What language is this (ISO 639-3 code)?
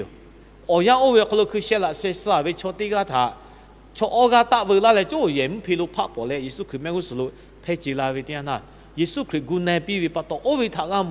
lhu